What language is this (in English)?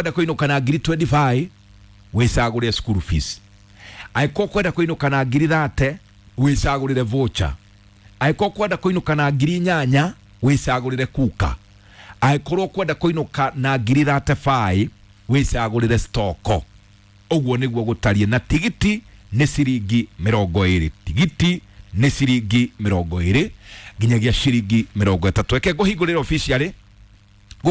Kikuyu